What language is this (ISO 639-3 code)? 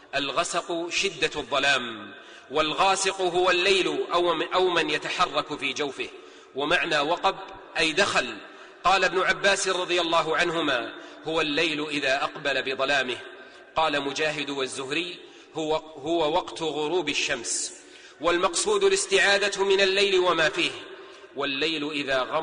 ara